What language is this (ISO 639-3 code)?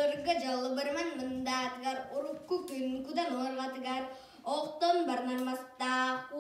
sah